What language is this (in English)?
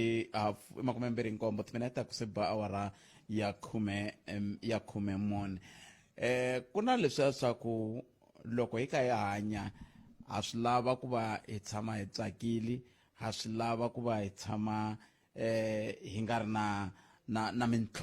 Tsonga